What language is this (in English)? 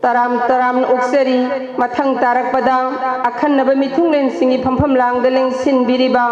Manipuri